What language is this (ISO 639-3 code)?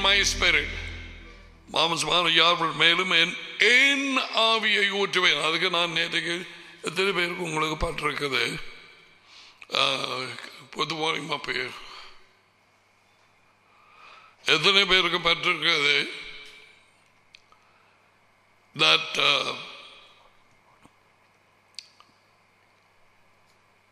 tam